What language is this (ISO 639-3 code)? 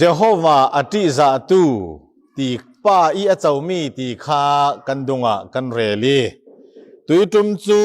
cfm